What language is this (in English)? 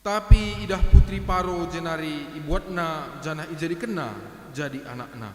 Batak Karo